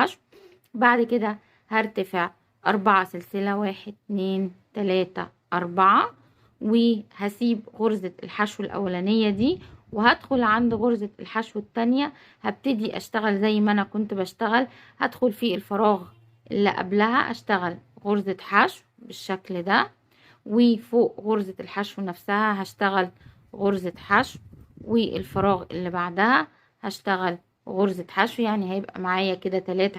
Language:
Egyptian Arabic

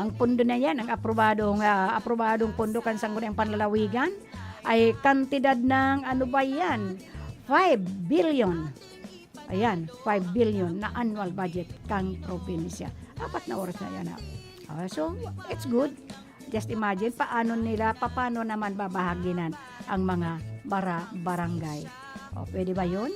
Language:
Bikol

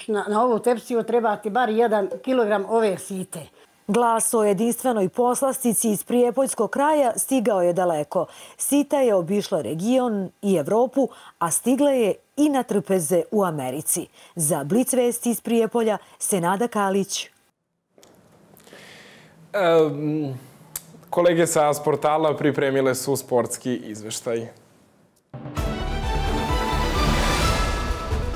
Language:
Serbian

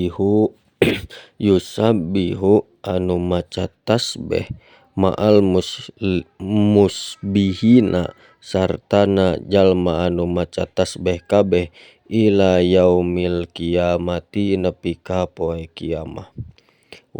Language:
Sundanese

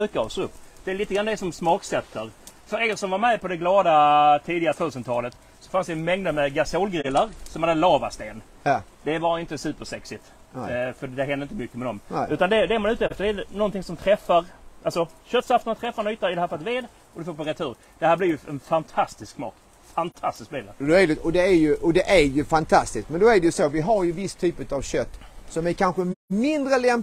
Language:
Swedish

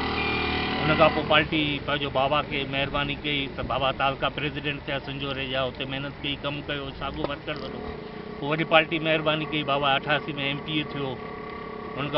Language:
Sindhi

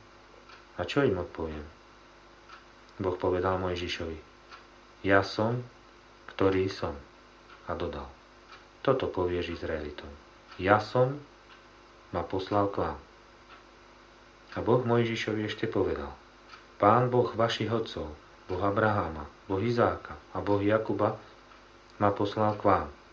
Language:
Slovak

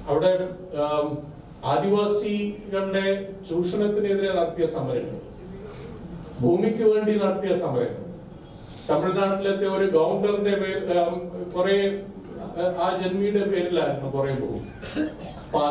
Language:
Malayalam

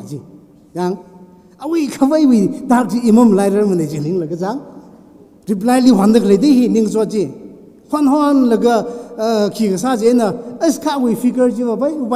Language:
Tangkhul Naga (India)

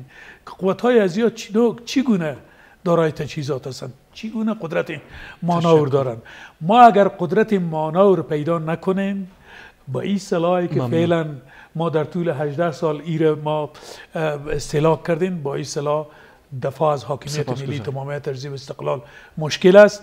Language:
Persian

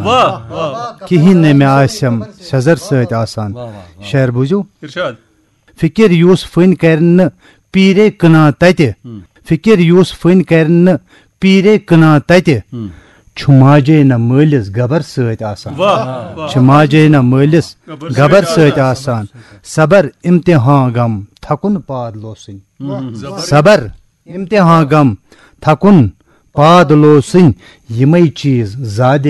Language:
Kashmiri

